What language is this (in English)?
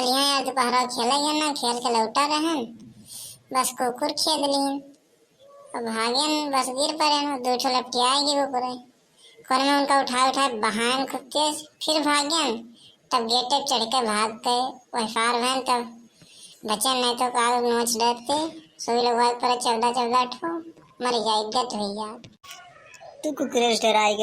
Awadhi